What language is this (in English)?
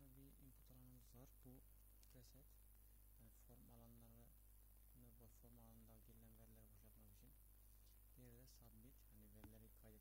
Turkish